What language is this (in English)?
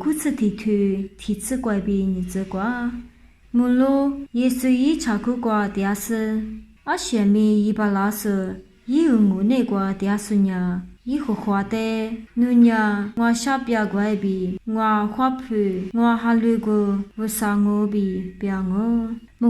Lisu